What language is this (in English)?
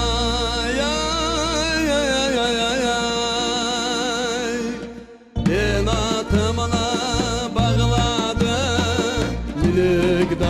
Crimean Tatar